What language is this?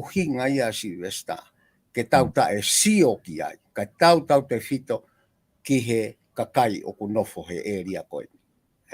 Tongan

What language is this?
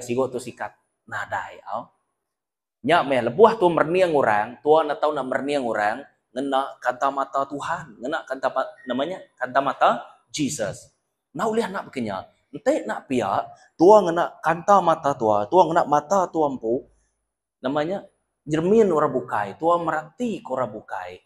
Iban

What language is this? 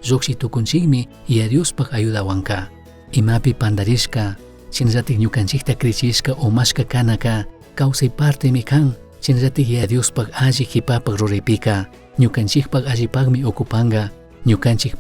Chimborazo Highland Quichua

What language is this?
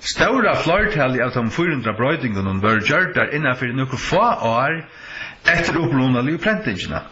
Faroese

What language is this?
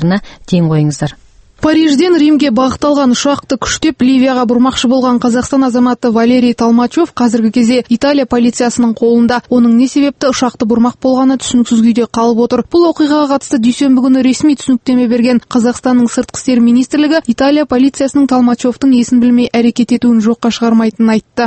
Kazakh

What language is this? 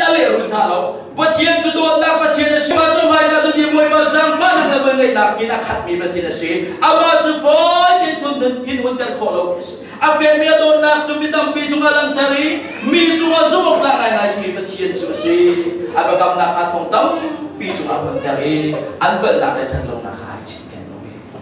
Hakha Chin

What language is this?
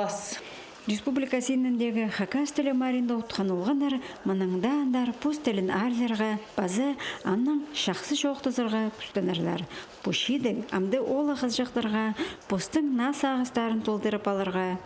Khakas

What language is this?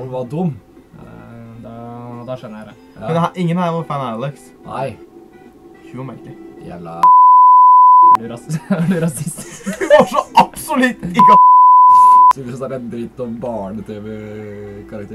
Norwegian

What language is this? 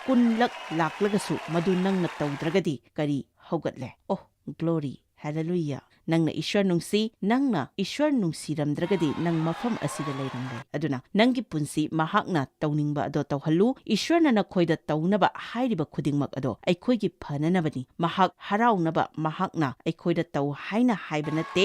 Manipuri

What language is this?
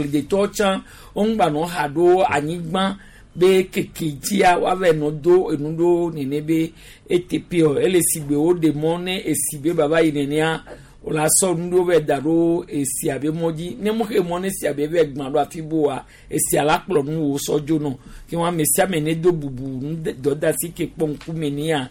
Gen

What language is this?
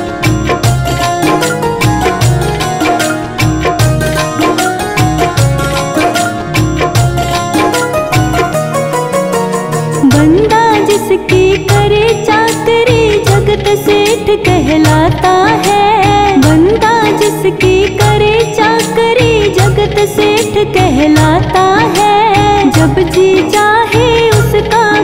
Hindi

